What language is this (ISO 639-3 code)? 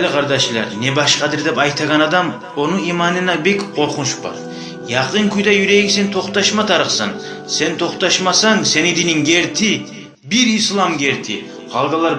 kum